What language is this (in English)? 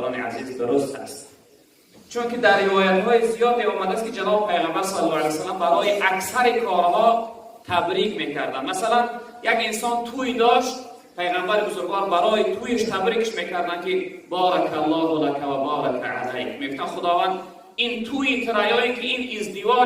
Tajik